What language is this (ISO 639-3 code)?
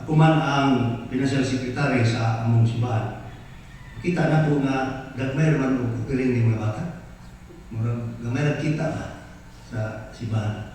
ceb